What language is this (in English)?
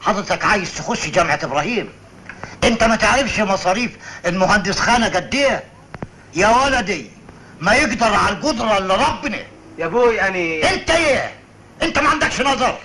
Egyptian Arabic